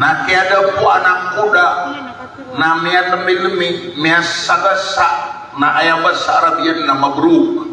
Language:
Maranao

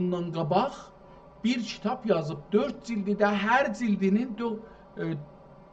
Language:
South Azerbaijani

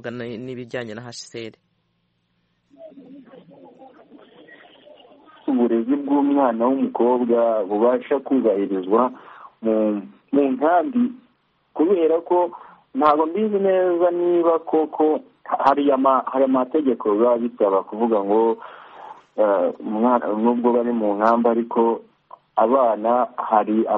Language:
Kinyarwanda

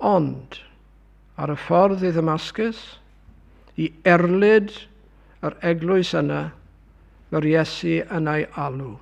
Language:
Welsh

